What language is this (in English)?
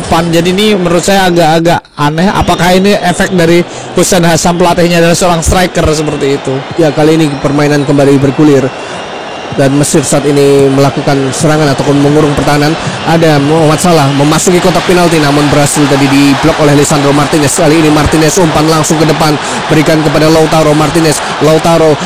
Indonesian